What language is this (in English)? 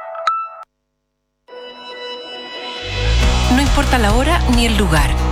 Spanish